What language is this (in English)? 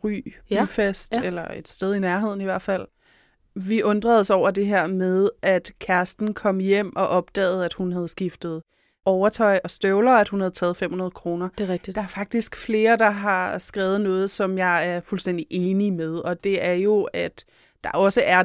Danish